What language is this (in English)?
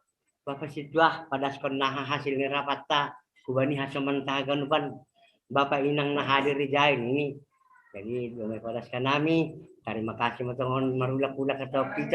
Batak Simalungun